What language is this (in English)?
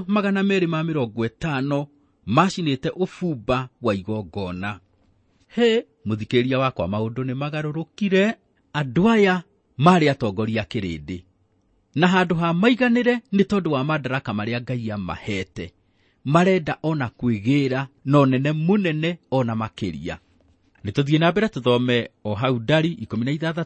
Kikuyu